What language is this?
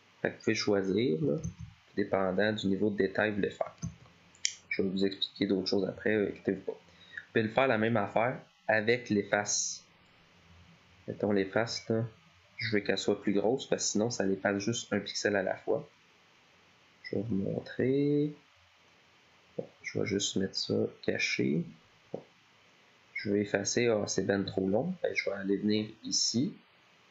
French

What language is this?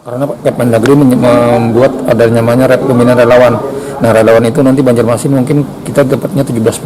Banjar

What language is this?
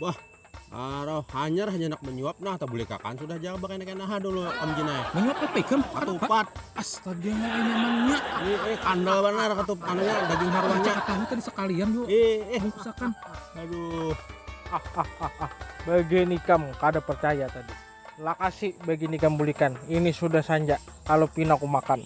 Banjar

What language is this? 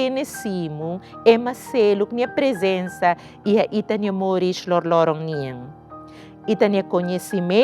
Tetum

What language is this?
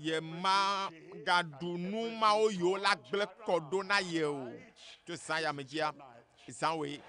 Ewe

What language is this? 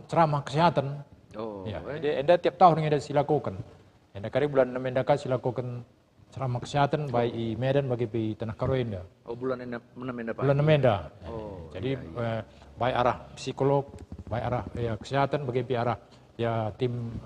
Batak Karo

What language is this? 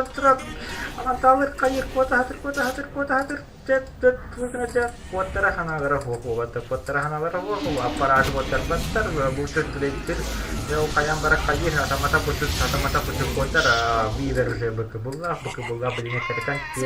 Yakut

